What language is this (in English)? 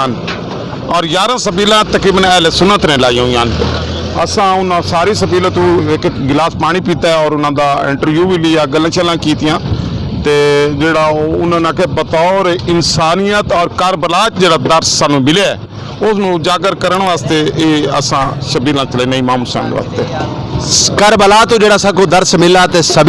Saraiki